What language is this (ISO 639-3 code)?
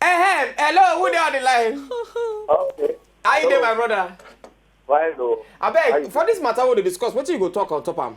pcm